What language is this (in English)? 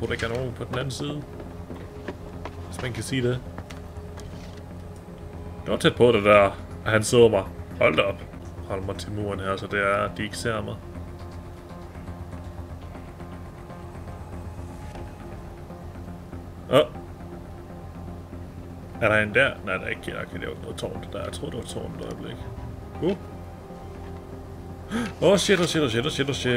Danish